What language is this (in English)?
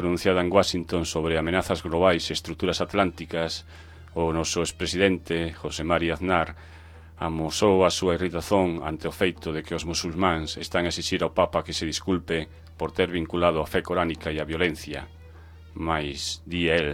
Galician